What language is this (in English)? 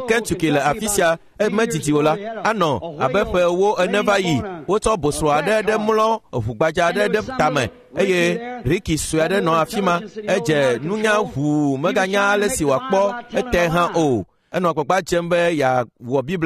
Ewe